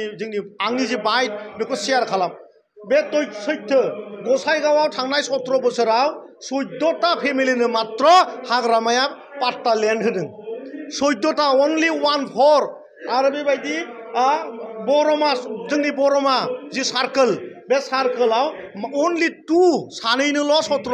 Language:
Bodo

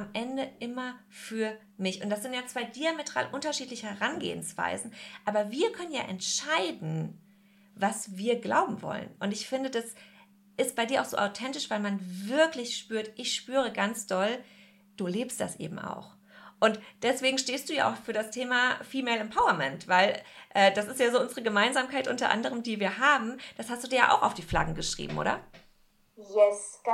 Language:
German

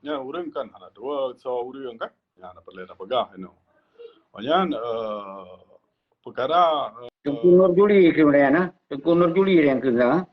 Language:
Achinese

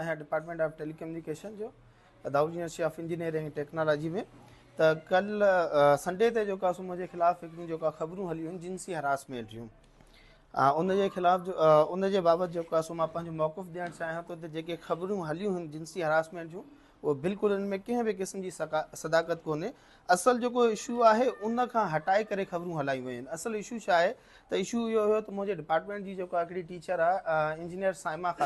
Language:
Sindhi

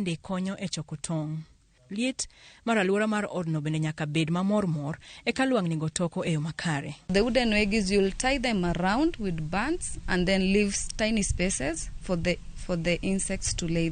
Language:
Luo (Kenya and Tanzania)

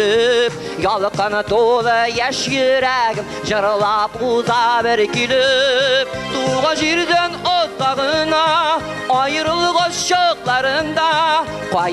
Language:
Tatar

